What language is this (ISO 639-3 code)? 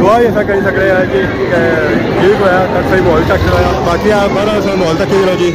phr